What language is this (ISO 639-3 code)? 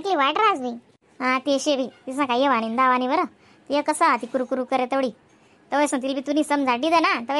khn